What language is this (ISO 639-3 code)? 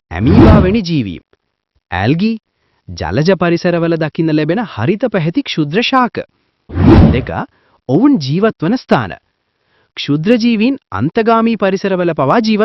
sin